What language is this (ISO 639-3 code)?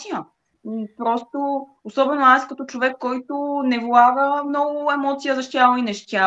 bul